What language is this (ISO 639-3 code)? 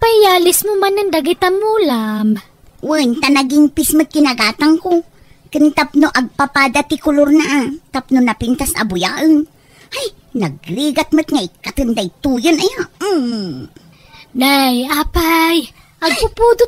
ilo